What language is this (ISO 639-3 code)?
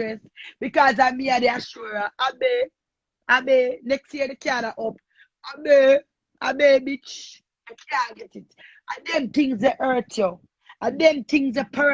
jam